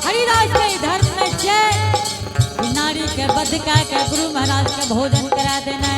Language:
Angika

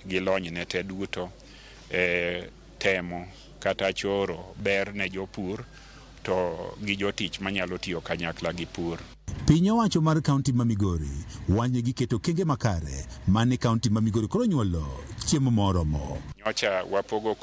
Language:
Luo (Kenya and Tanzania)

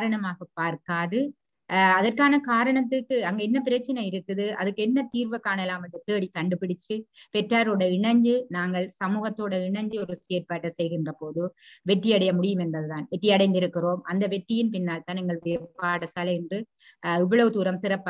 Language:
Tamil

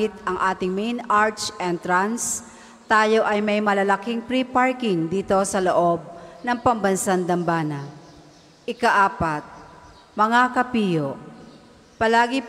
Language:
Filipino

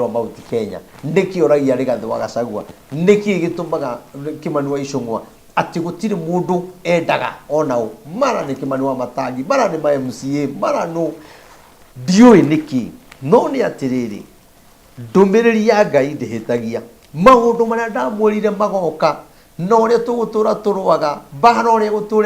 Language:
Kikuyu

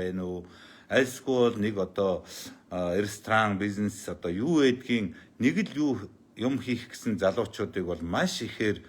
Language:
Mongolian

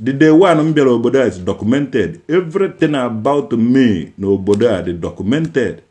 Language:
Igbo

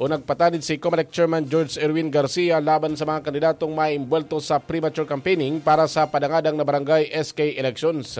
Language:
Bikol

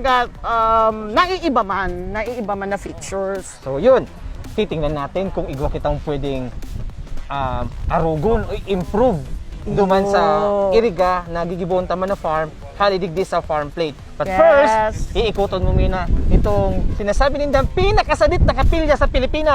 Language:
Bikol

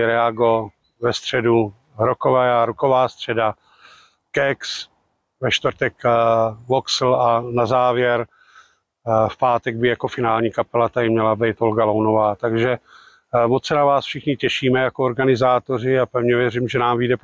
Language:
Czech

